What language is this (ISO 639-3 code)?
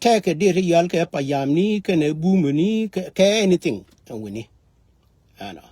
nus